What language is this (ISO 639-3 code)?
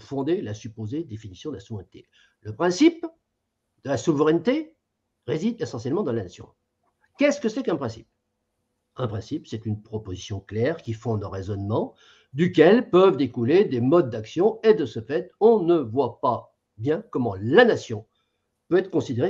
fra